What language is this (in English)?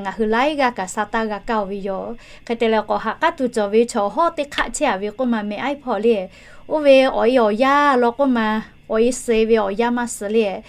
Lahu